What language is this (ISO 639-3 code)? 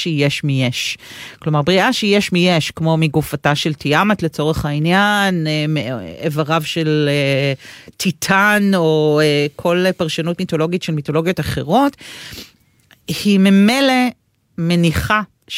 heb